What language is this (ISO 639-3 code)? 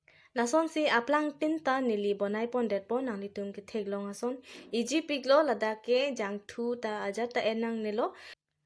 mjw